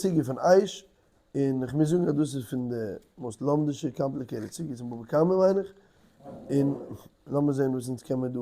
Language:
Yiddish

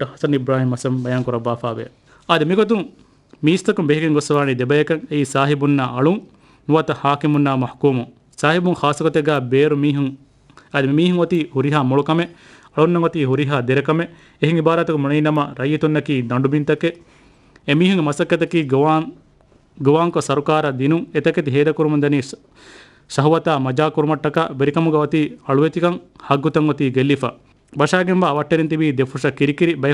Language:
Divehi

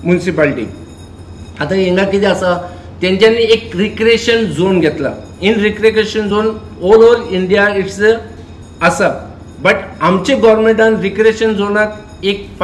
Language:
Konkani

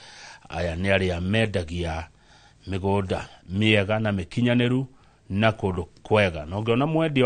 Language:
Kikuyu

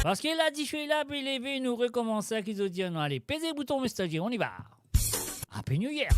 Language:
Morisyen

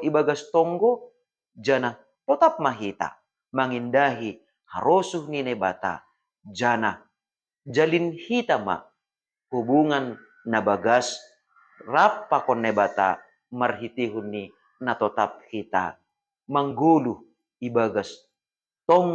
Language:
Batak Simalungun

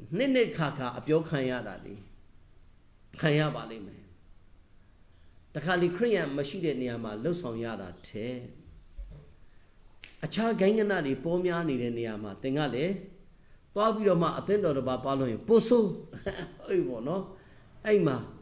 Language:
Burmese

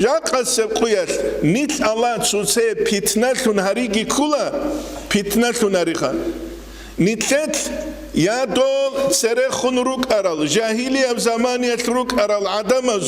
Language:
Avaric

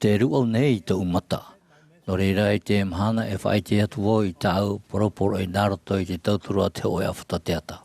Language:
Tahitian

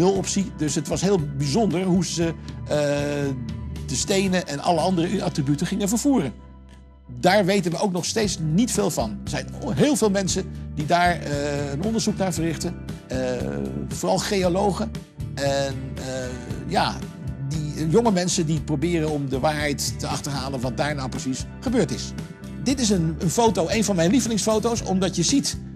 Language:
Dutch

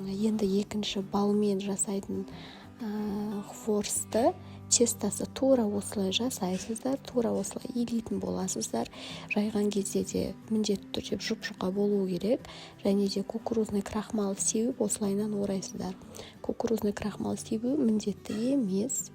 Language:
Kazakh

